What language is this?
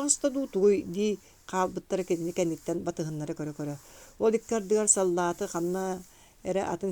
Yakut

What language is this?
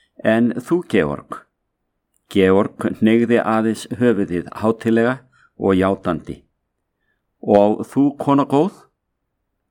Icelandic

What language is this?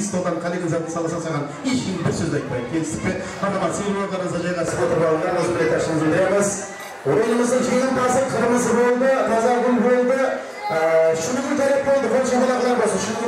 Kara-Kalpak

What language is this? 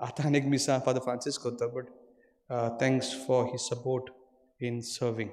Konkani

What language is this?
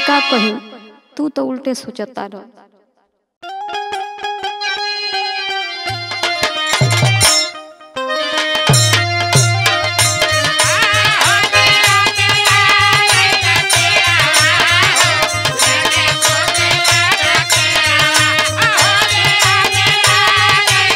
Bhojpuri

